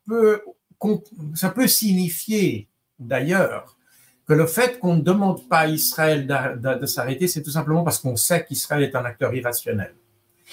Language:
French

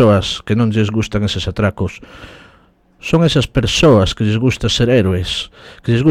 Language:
Galician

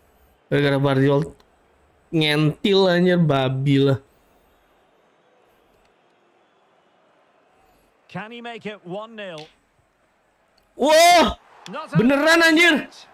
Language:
Indonesian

